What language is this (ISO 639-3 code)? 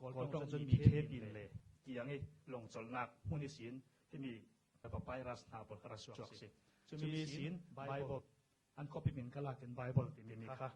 cfm